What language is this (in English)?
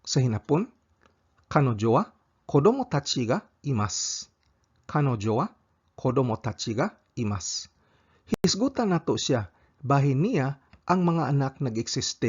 Cebuano